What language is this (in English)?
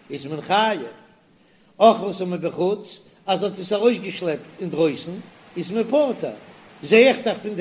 Yiddish